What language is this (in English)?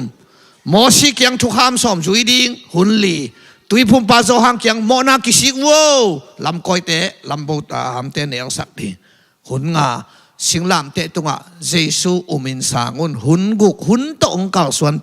Tedim Chin